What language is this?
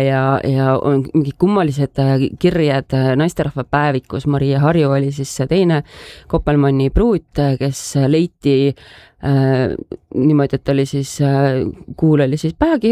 Estonian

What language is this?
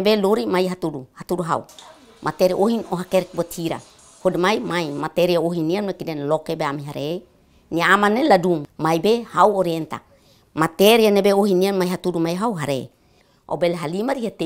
Tetum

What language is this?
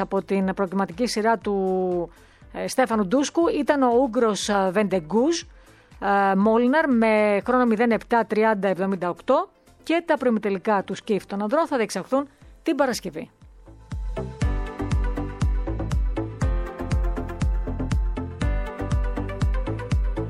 Greek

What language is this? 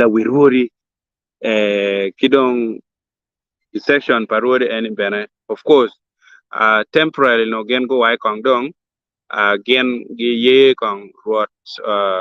Acoli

